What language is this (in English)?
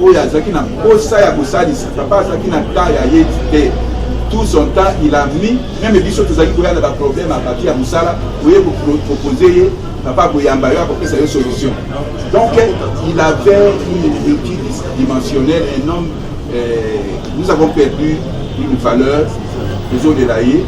Lingala